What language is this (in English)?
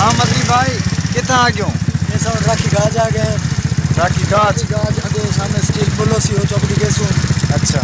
Saraiki